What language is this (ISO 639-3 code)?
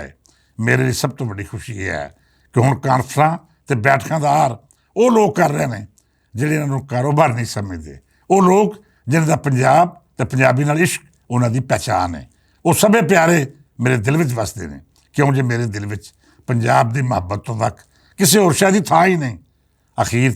lah